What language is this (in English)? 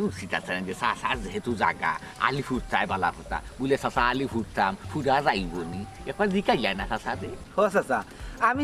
Sylheti